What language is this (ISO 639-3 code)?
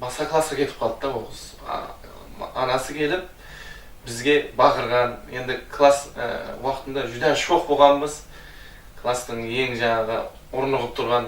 kaa